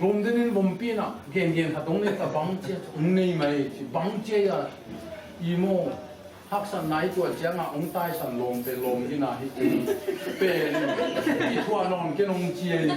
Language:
Tedim Chin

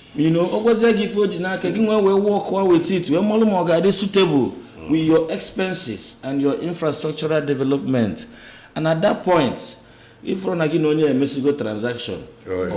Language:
Igbo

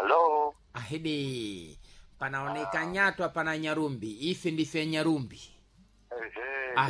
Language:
Sena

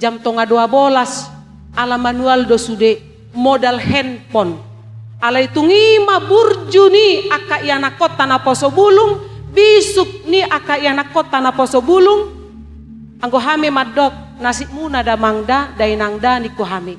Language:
Batak Toba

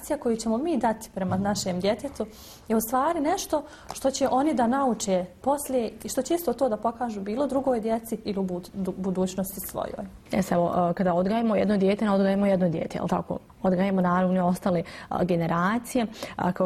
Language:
Bosnian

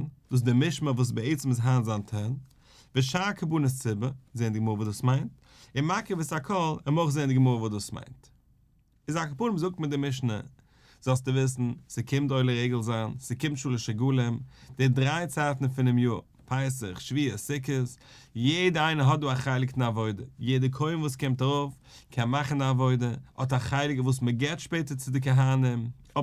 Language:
Yiddish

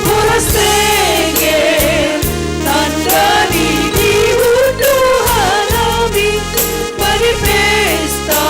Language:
Batak Simalungun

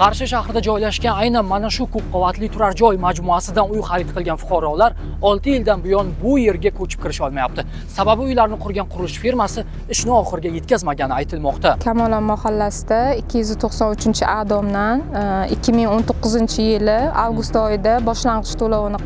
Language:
Uzbek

